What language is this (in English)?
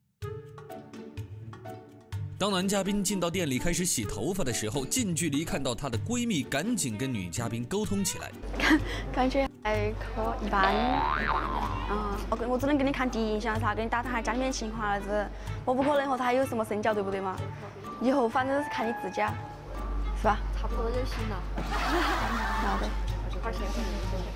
Chinese